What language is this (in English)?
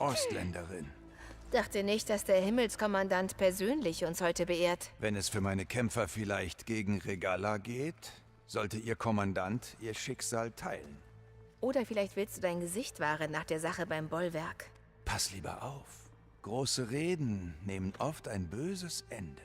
Bavarian